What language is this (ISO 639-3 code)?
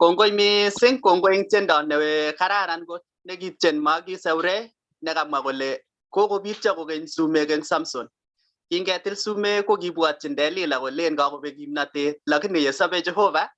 kln